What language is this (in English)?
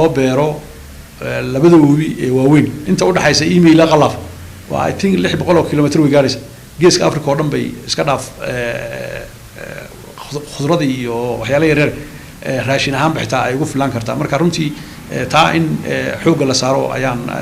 Somali